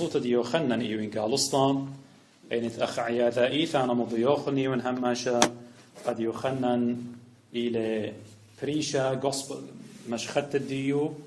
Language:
Assyrian Neo-Aramaic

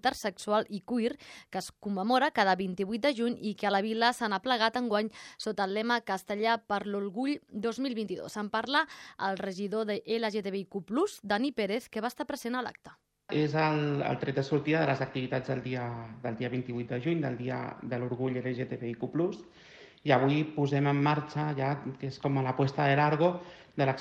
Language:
Catalan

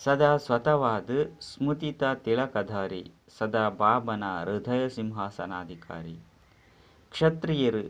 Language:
Tulu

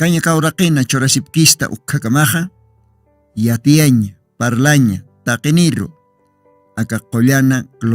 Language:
Aymara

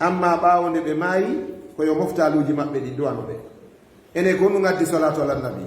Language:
Fula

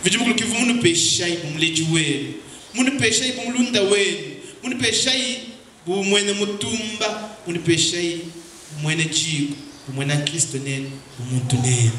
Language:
Luba-Lulua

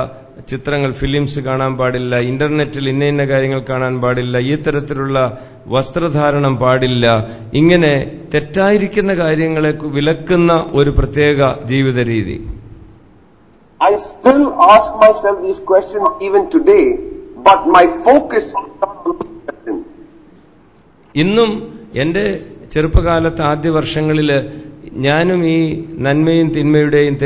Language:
Malayalam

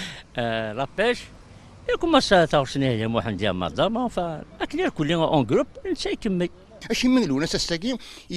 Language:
Kabyle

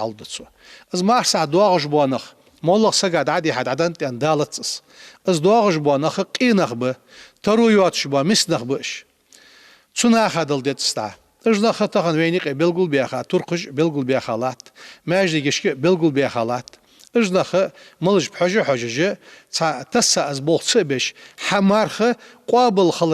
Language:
Ingush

